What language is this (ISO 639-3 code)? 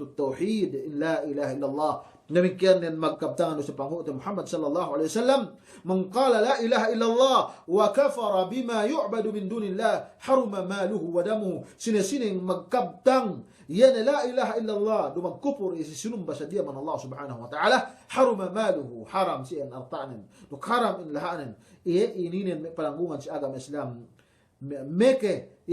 yka